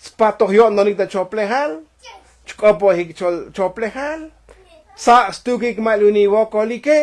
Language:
Tzotzil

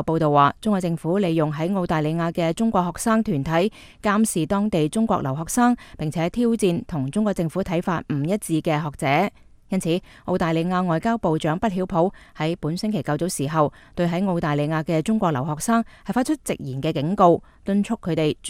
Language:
Cantonese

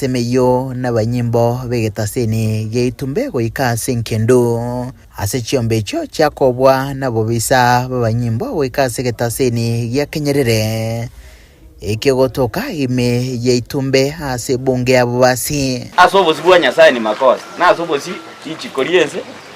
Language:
Gusii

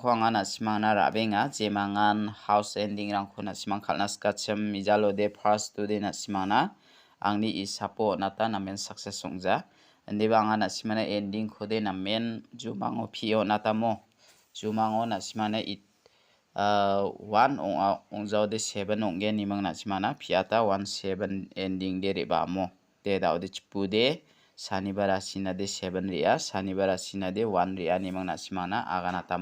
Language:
Garo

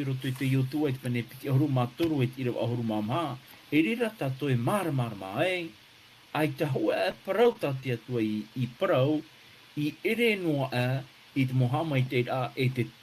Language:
Tahitian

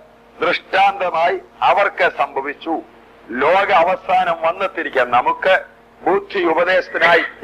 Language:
Malayalam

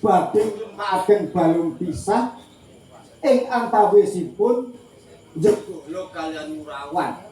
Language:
Javanese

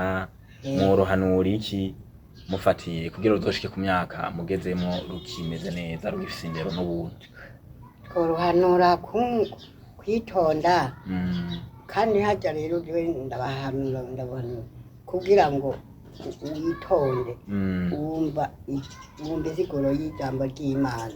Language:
Rundi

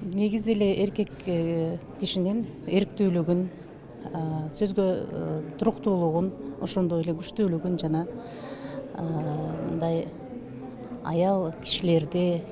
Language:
Kyrgyz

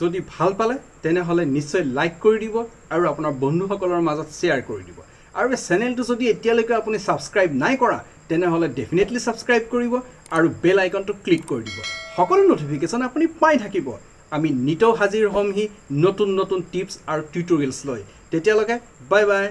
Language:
Assamese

